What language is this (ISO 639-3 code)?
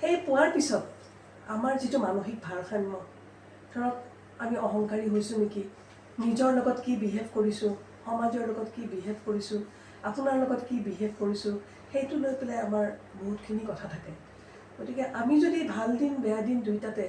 asm